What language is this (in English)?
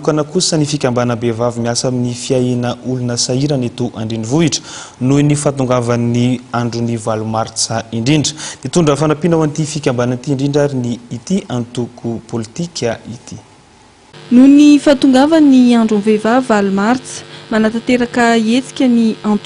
Malagasy